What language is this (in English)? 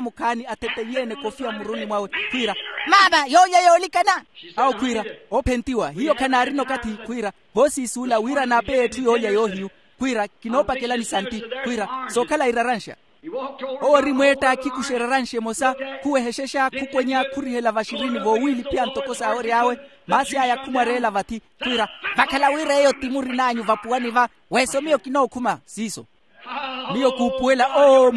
Makhuwa